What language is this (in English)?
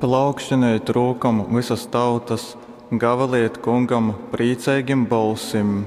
Latgalian